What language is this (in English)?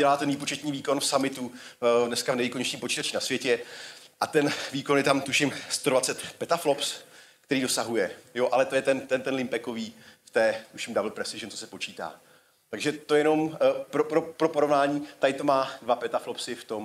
Czech